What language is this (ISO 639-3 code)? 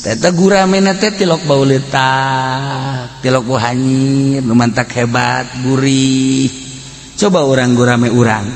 sun